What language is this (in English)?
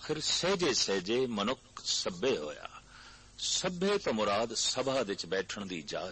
Punjabi